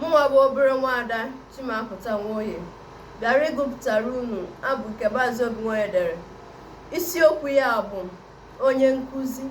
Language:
Igbo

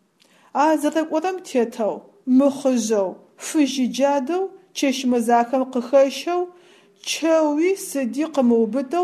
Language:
Adyghe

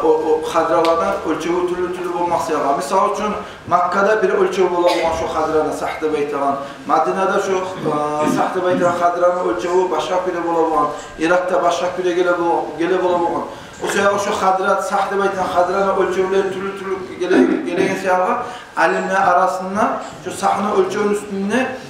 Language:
Kumyk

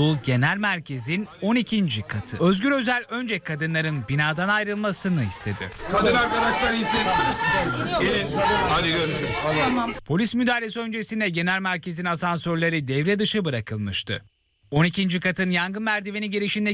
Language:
Turkish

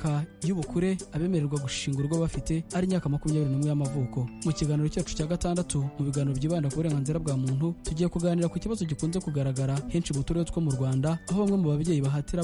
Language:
Kinyarwanda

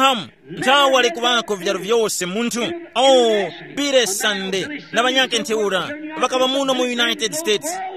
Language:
Tumbuka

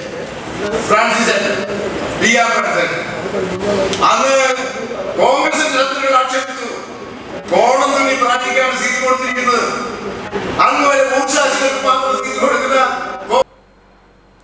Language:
Malayalam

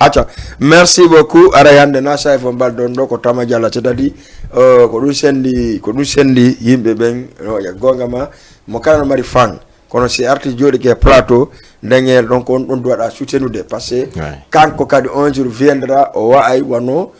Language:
Fula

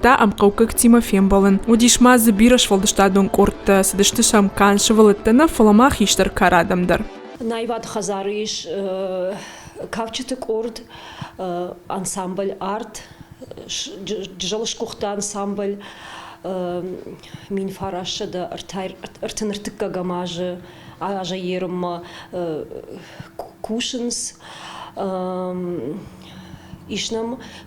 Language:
Ossetic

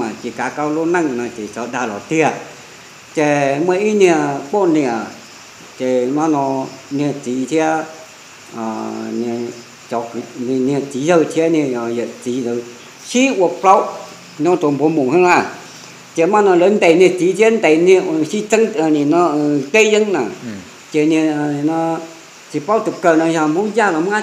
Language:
Vietnamese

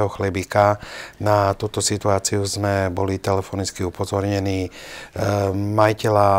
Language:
Slovak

